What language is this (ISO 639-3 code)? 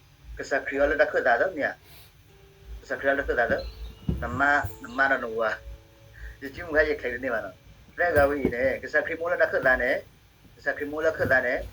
ksw